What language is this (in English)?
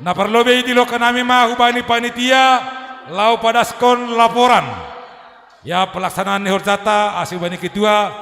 Batak Simalungun